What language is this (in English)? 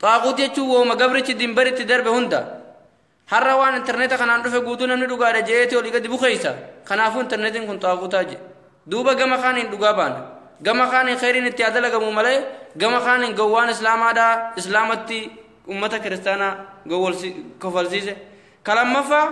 Oromo